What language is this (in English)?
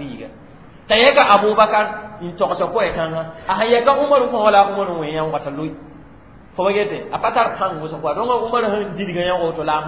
Mossi